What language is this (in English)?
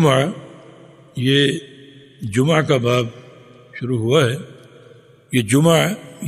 Urdu